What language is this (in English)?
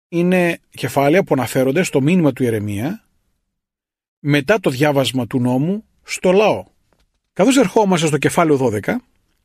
Greek